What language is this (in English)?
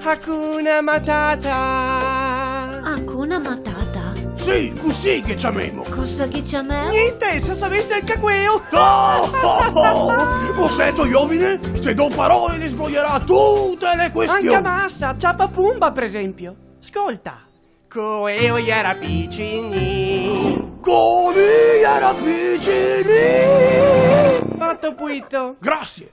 Venetian